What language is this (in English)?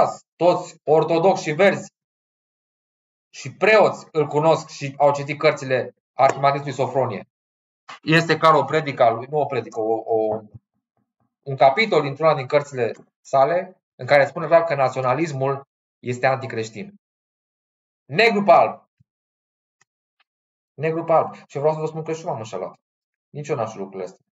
Romanian